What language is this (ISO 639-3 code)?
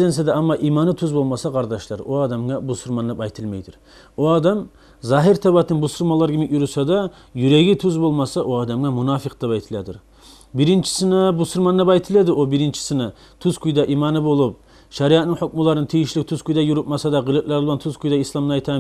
kum